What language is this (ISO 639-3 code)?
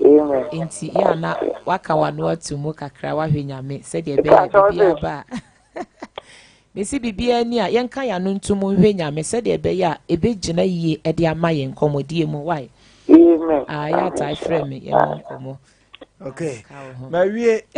aka